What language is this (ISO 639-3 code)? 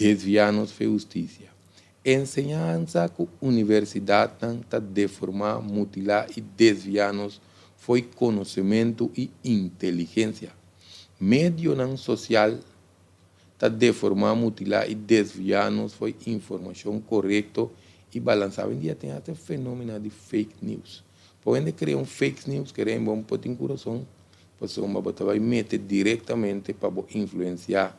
pap